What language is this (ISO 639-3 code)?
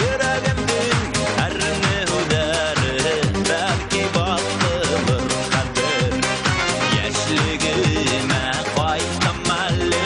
bak